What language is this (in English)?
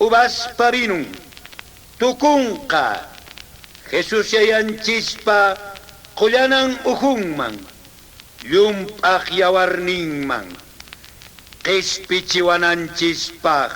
Quechua